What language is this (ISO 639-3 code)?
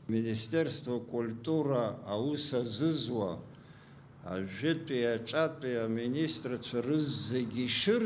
abk